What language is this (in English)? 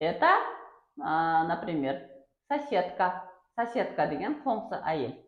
Kara-Kalpak